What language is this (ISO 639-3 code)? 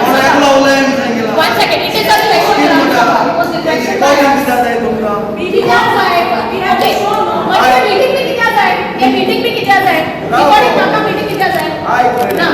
kok